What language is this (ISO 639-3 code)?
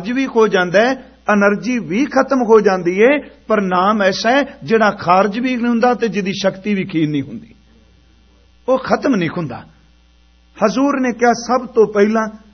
pan